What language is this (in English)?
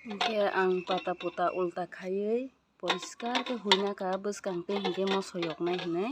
Kok Borok